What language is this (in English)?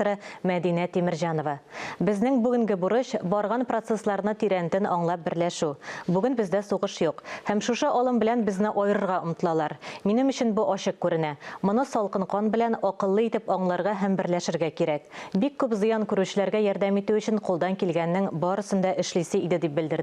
Tatar